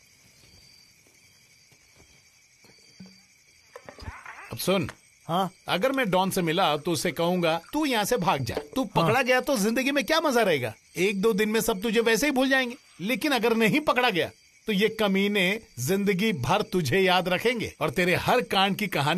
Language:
Hindi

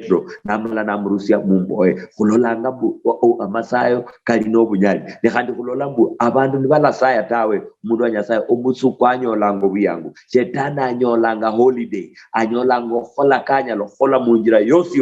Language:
Luyia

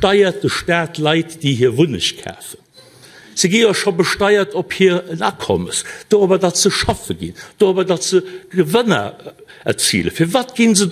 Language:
Luxembourgish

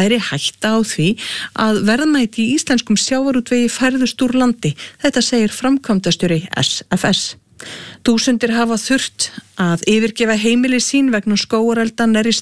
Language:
Icelandic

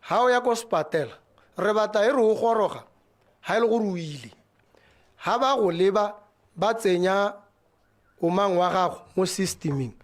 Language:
Tswana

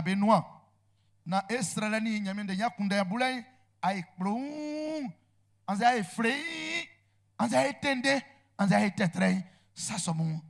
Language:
Baoulé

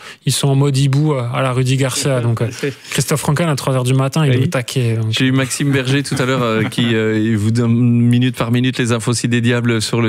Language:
French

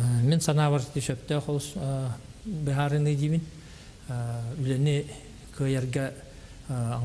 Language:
Yakut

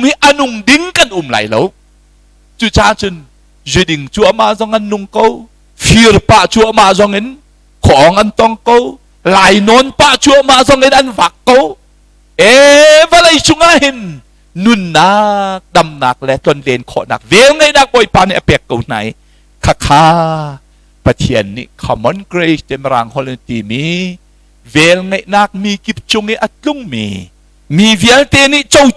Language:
Hakha Chin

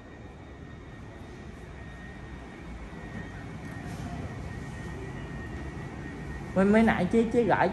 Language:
Vietnamese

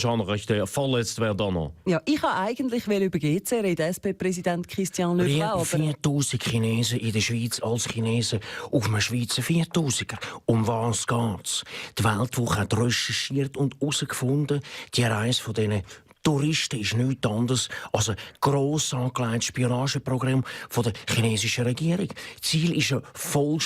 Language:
Swiss German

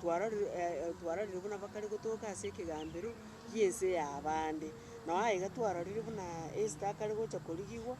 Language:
Gusii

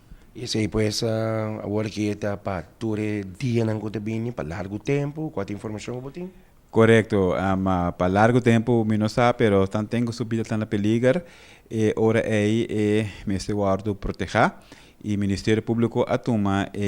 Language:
Papiamento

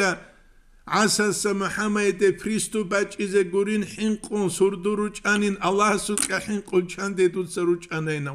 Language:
Avaric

